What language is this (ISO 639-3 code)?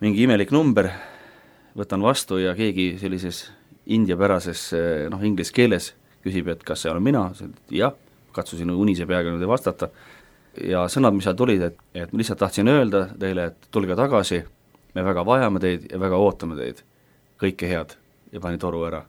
est